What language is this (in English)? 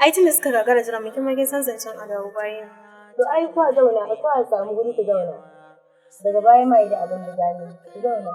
Hausa